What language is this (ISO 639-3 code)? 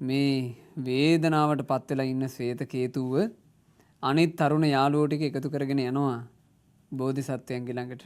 sin